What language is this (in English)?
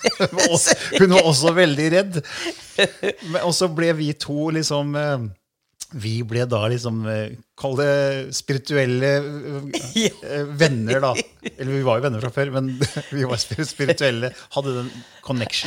Norwegian